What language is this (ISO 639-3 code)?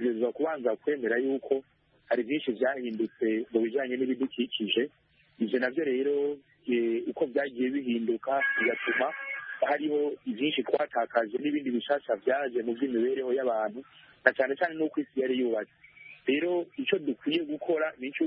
kin